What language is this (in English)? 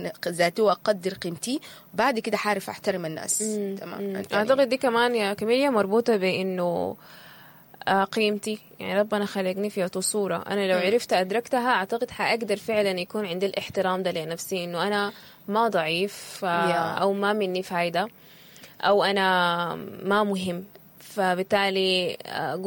Sudanese Arabic